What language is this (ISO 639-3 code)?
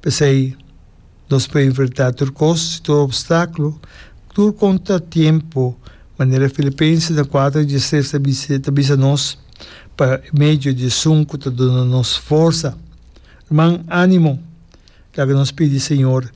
pap